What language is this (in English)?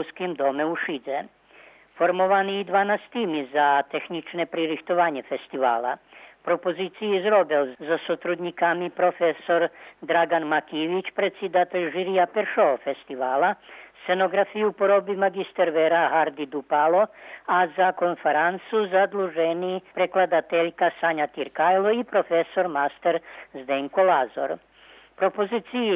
Rusyn